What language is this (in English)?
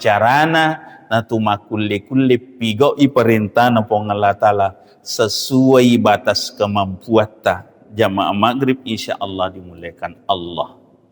Buginese